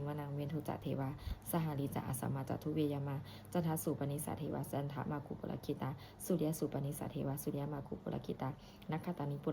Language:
Pali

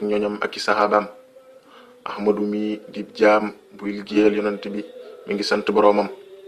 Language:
Wolof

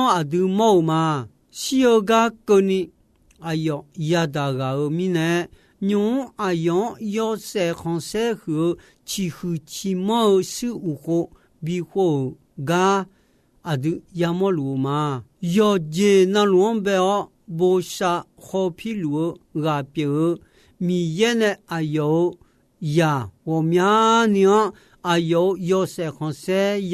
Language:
Akha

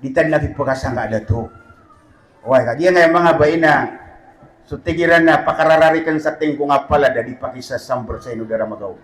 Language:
Maranao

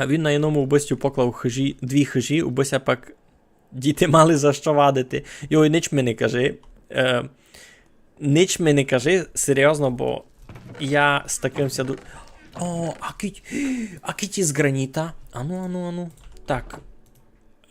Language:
Rusyn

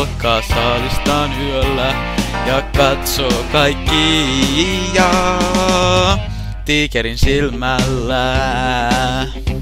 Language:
Finnish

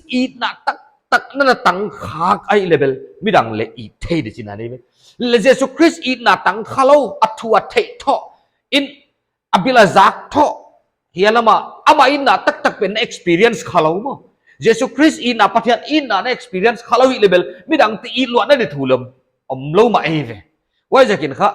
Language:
Paite Chin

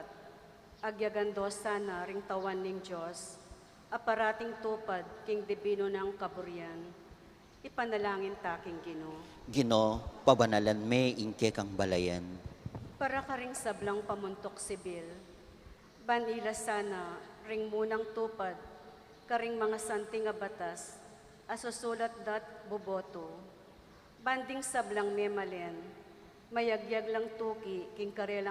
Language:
Pampanga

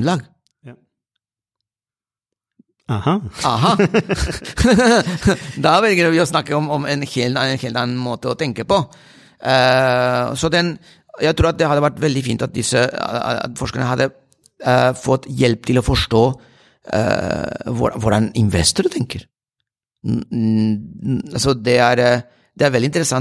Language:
Norwegian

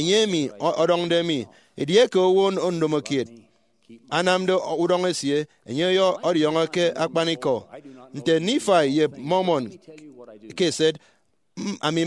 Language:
Efik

